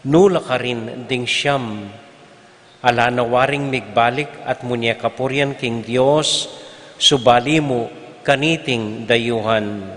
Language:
Pampanga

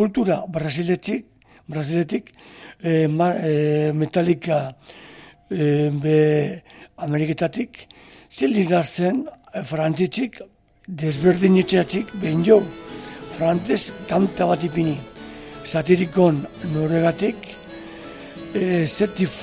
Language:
Basque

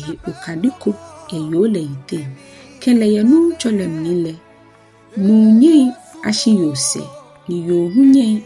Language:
Ga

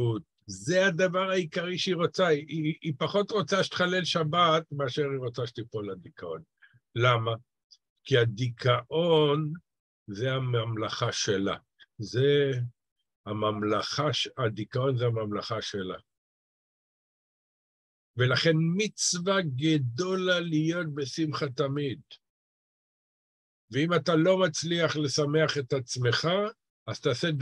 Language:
Hebrew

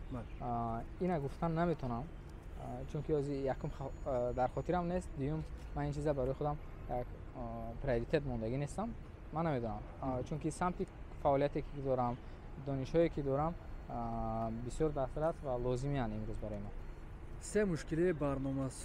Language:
Tajik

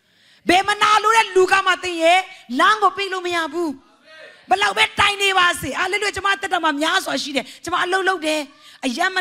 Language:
Burmese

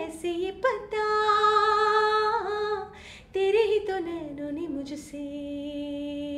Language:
Malayalam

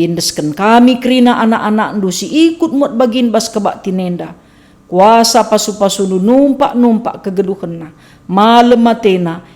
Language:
Batak Karo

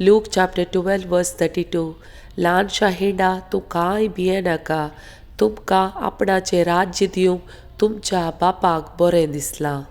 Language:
Konkani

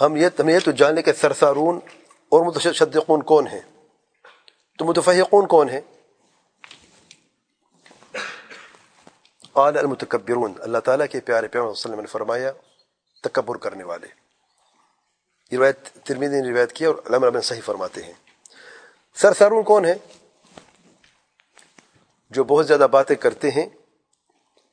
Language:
Urdu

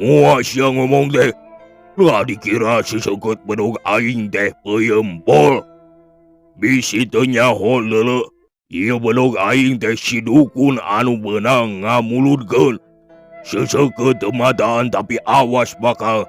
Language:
Sundanese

